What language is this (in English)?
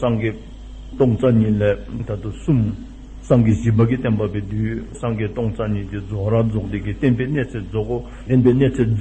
Dzongkha